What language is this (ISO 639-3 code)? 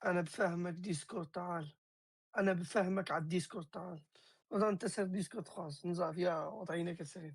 kur